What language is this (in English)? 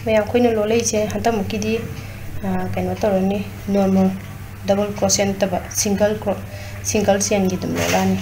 Manipuri